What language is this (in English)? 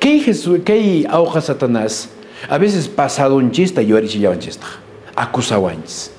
Quechua